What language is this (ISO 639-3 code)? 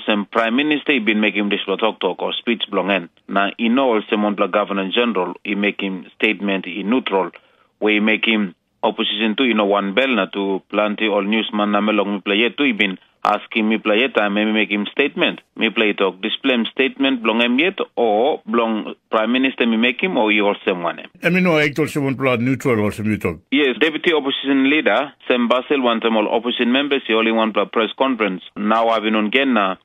tpi